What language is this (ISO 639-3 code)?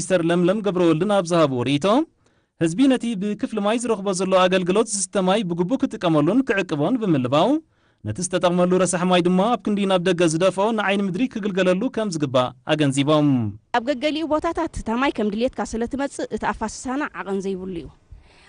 tir